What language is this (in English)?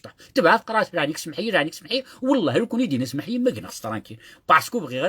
Kabyle